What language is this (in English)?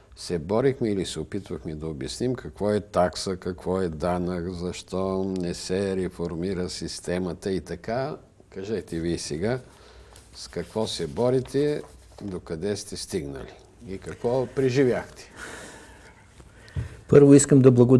Bulgarian